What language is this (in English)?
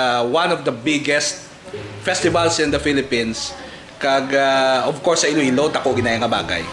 Hiligaynon